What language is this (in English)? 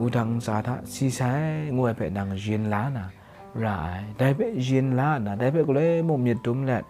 Kachin